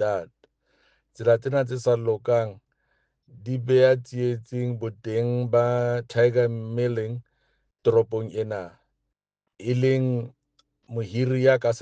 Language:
Southern Sotho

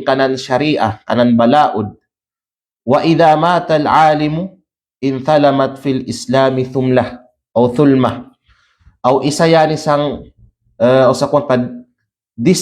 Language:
Kalagan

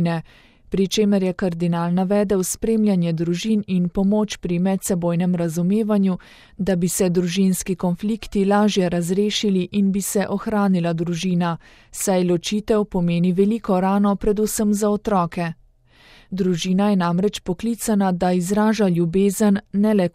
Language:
Slovenian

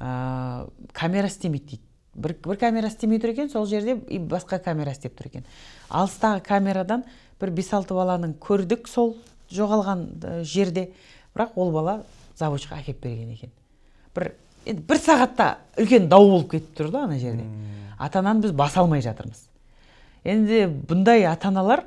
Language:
Kazakh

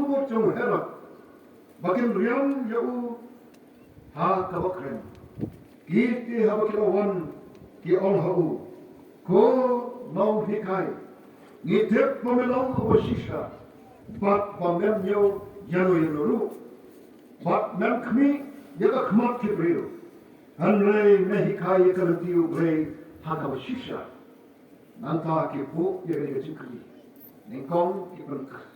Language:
Khasi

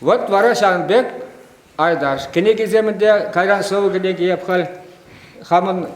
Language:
Chuvash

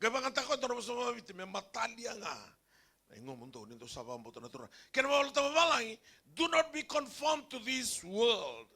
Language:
Fijian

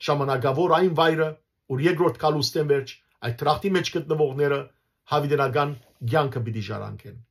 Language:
Western Armenian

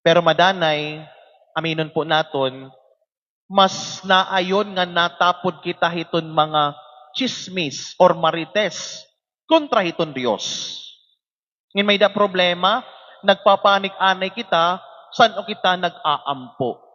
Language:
Waray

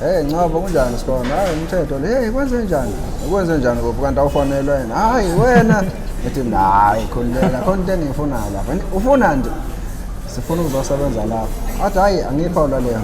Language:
Zulu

